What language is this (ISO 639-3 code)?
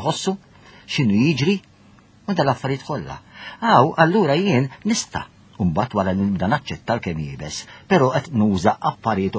mlt